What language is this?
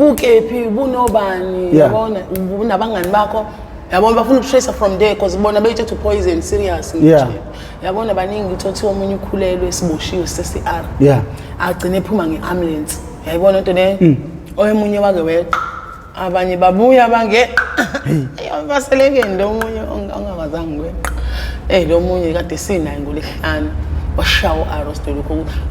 Zulu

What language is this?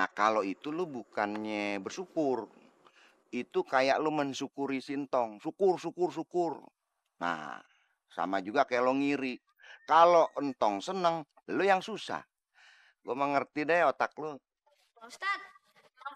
Betawi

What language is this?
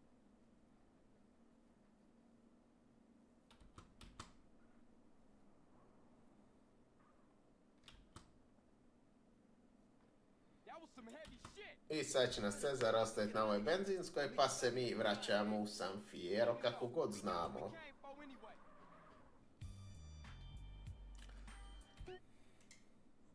Croatian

